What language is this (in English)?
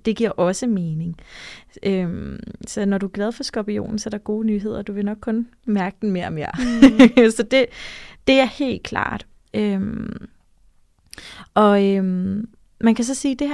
Danish